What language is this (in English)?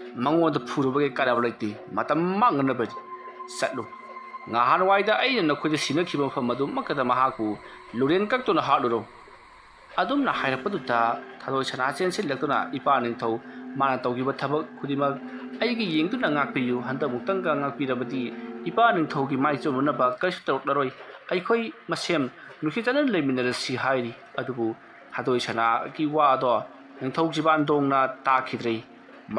Manipuri